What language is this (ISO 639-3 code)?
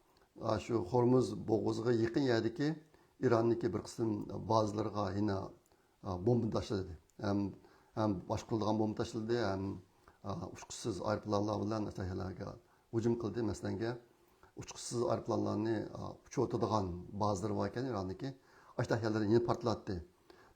uig